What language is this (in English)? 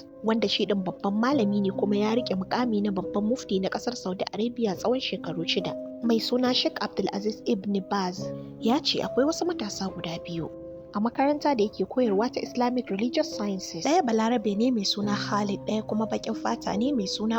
Hausa